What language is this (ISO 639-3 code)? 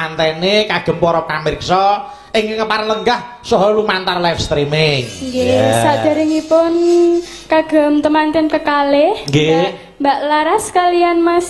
jav